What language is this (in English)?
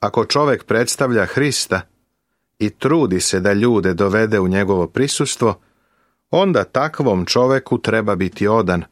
Serbian